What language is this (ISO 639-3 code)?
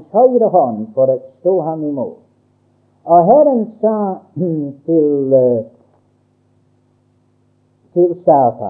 nor